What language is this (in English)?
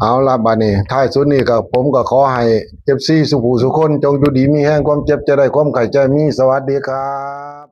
Northeastern Thai